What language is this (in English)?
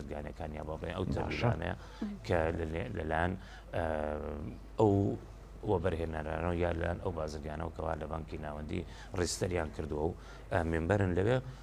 Central Kurdish